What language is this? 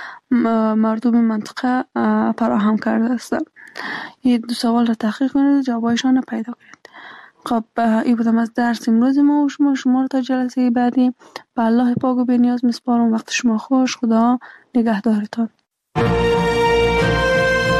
Persian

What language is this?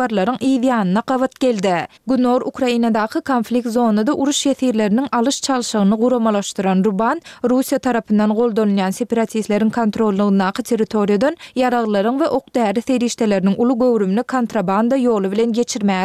Turkmen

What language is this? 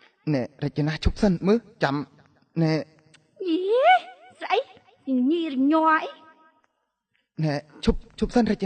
Khmer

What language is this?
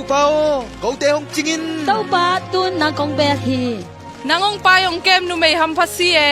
Tedim Chin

